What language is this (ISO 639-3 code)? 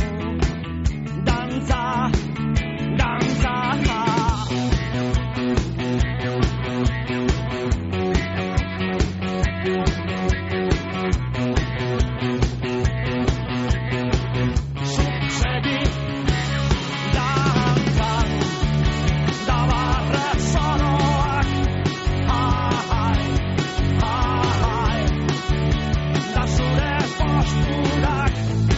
eus